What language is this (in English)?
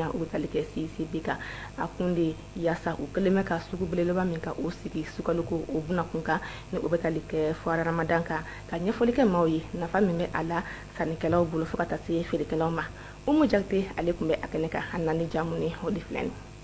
Bambara